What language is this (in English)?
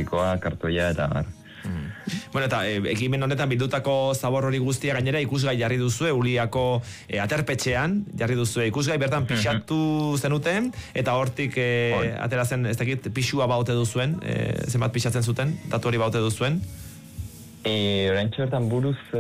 Basque